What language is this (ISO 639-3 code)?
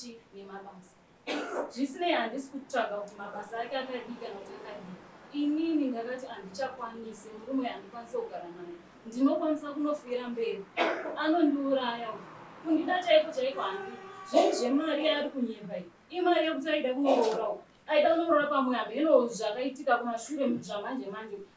sna